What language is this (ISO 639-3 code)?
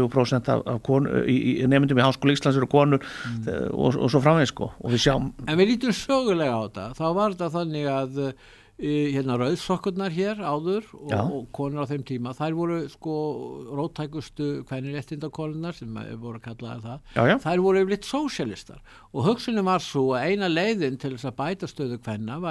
isl